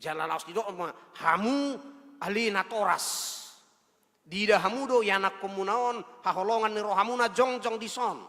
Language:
Batak Toba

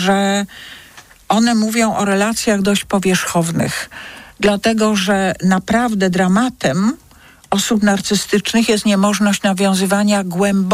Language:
Polish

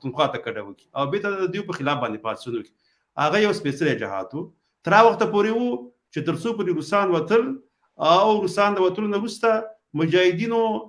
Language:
Pashto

